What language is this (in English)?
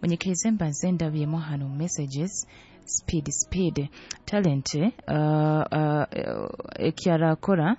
Nyoro